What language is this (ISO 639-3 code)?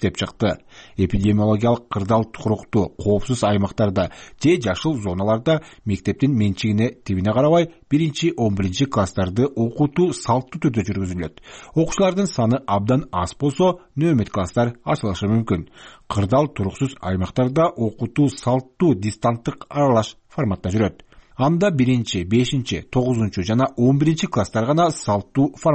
kir